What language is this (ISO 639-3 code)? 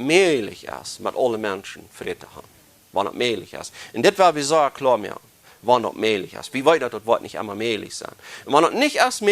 pdt